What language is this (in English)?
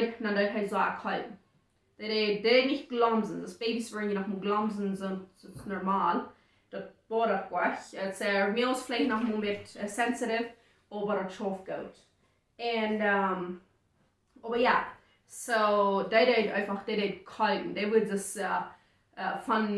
Plautdietsch